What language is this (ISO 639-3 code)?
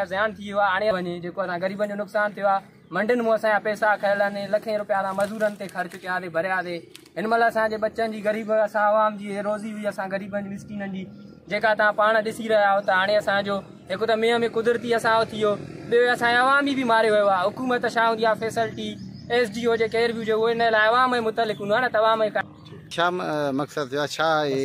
snd